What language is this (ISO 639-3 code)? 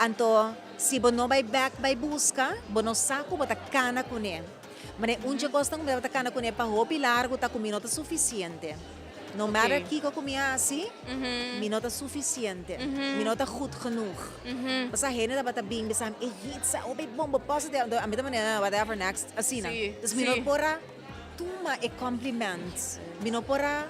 pap